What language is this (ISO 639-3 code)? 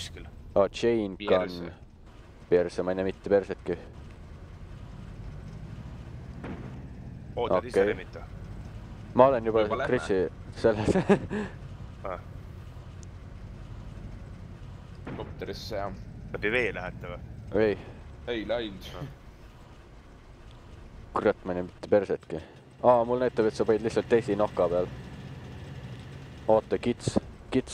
est